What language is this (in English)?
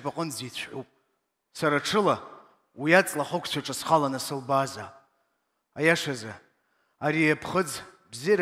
Abkhazian